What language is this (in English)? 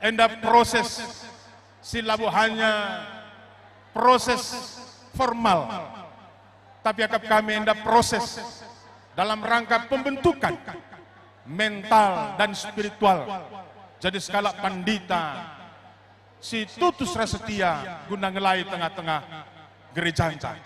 Batak Karo